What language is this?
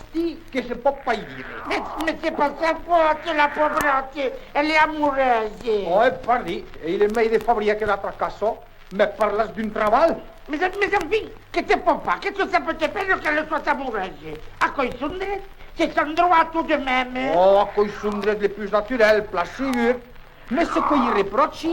Occitan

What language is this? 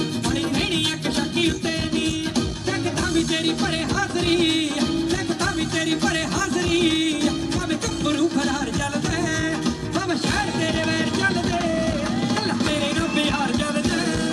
Punjabi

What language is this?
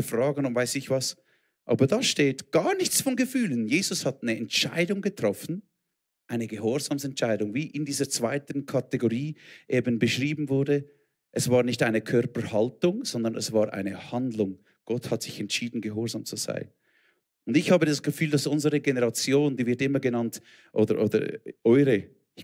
Swiss German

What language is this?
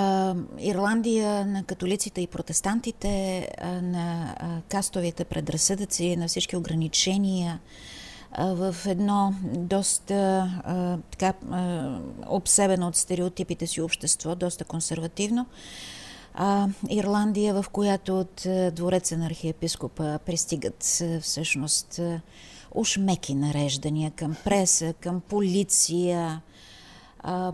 Bulgarian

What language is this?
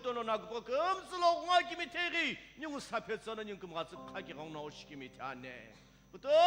Sumi Naga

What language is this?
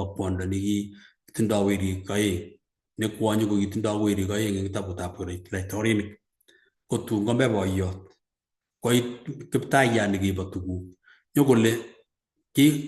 Kalenjin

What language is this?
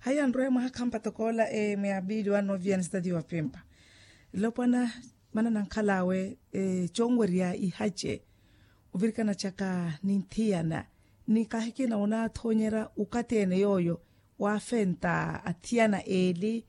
Makhuwa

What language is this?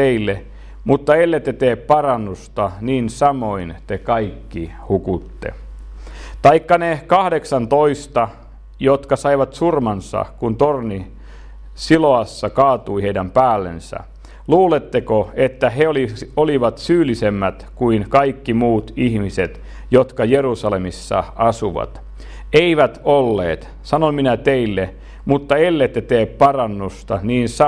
Finnish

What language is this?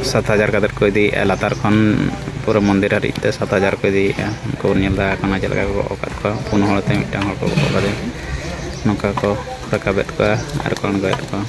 Santali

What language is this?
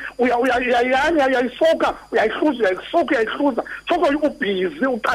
Xhosa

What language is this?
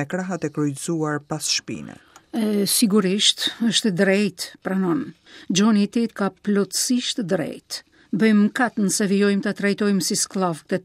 Albanian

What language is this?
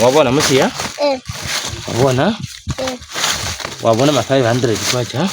Lozi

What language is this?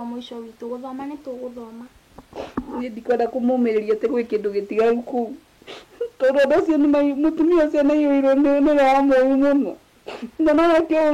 Kikuyu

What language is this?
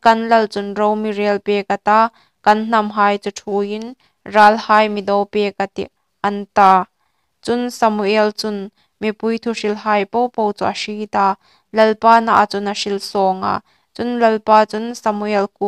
Hmar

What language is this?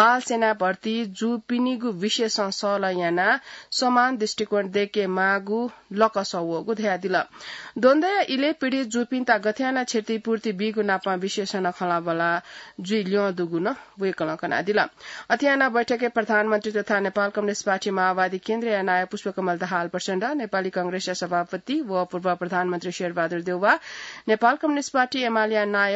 Newari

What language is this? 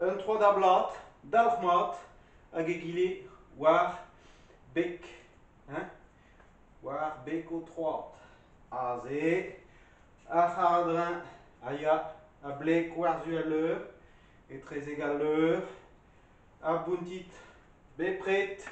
Breton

